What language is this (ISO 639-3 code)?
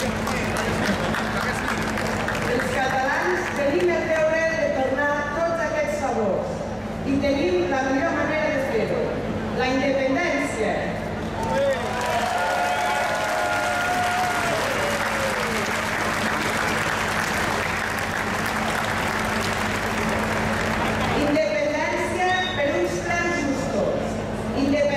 cat